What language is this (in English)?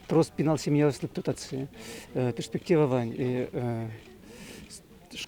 Udmurt